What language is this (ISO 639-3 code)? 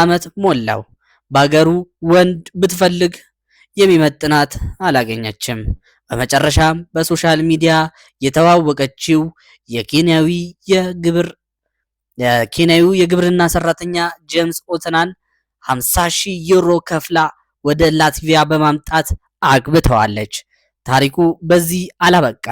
amh